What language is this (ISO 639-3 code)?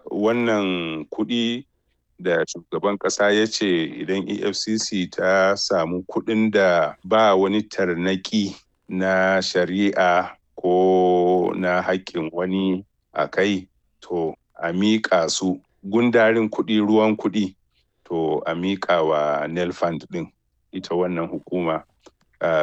hau